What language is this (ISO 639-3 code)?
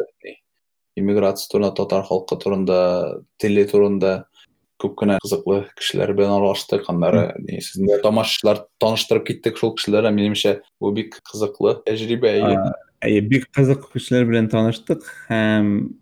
tat